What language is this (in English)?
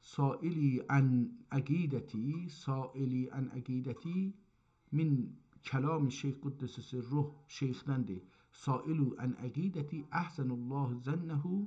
South Azerbaijani